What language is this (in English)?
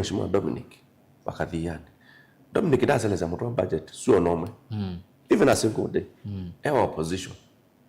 Kamba